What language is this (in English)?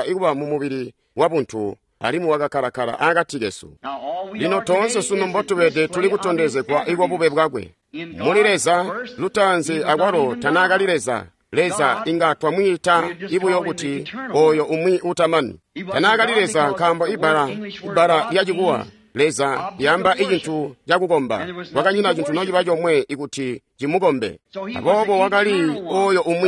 Tonga (Zambia)